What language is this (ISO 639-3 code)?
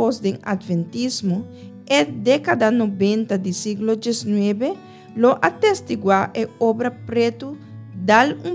pap